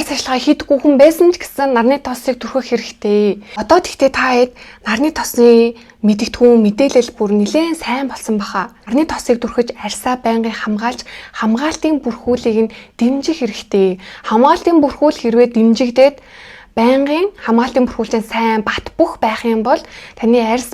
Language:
Mongolian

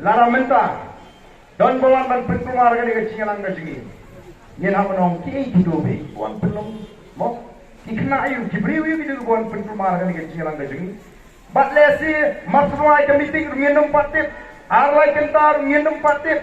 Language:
Khasi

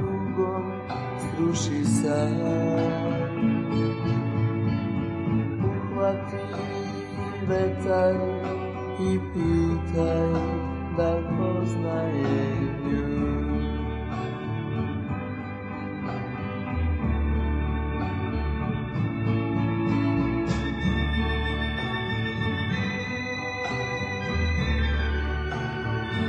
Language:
Serbian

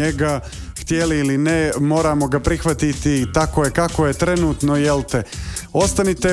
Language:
Croatian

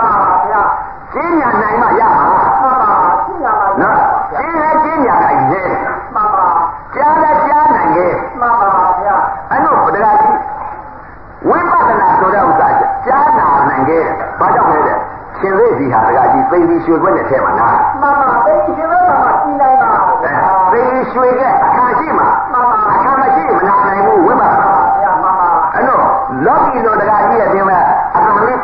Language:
Burmese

